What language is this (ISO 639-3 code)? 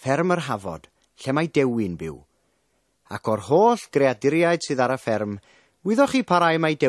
cym